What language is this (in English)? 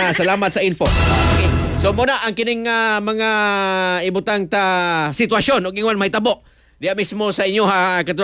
Cebuano